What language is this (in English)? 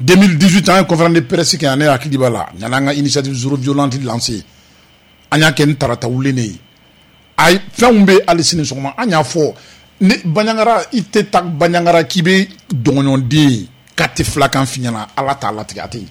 Bambara